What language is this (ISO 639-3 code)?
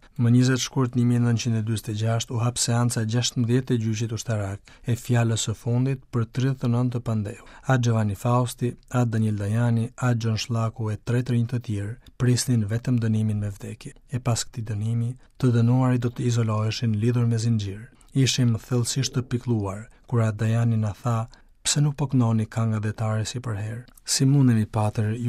sqi